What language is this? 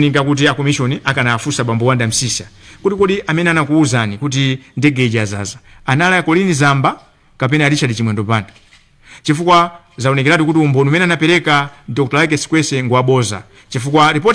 Nyanja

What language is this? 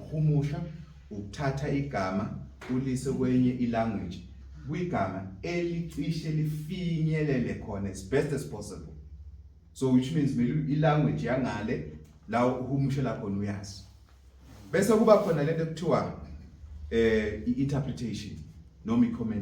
Zulu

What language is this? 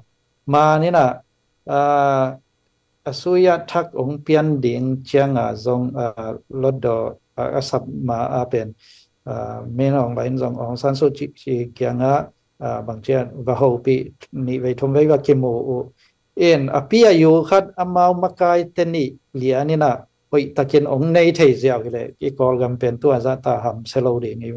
Tedim Chin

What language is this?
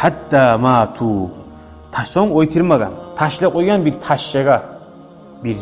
Kumyk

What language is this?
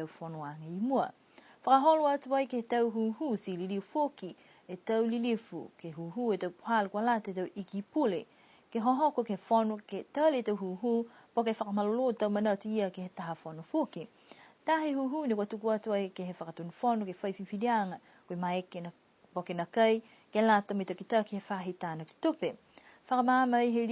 Niuean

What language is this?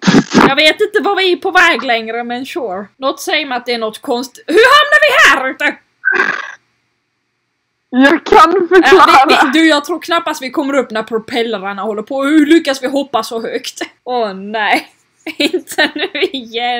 Swedish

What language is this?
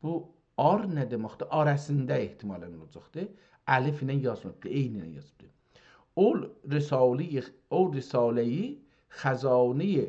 South Azerbaijani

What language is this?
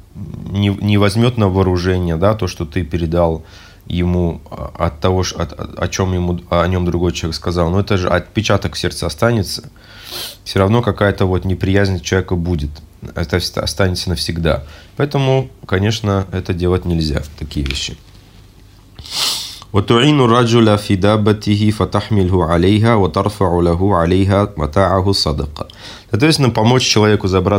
Russian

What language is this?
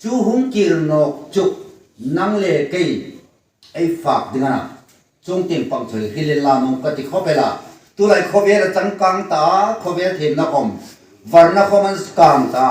Hmar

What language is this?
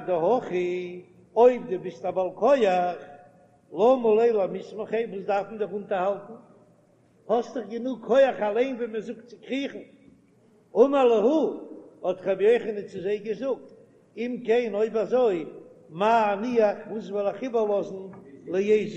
Yiddish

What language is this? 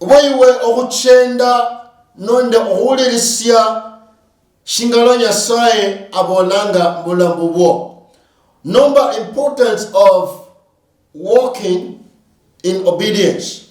Luyia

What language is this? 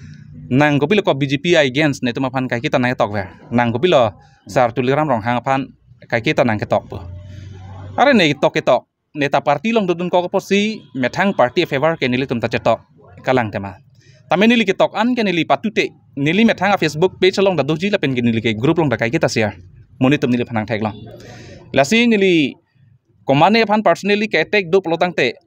Karbi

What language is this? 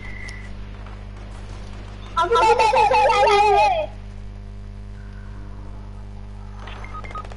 Malay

